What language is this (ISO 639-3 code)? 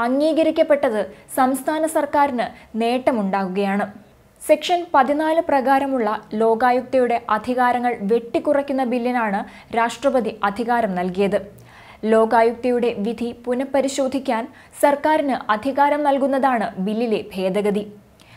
mal